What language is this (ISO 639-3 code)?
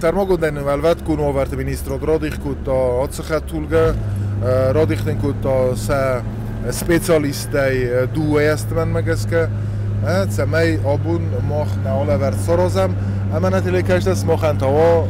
oss